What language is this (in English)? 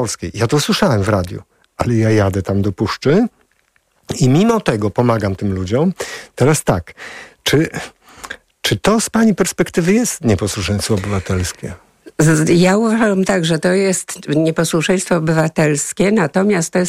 Polish